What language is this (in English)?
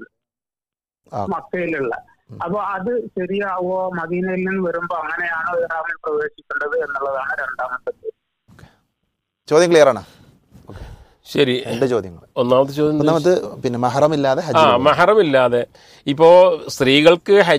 Malayalam